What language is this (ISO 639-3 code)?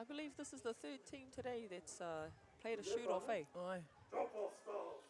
mri